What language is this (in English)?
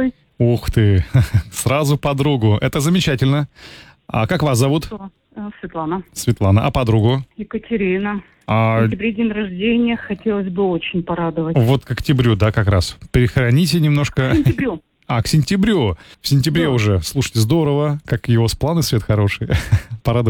Russian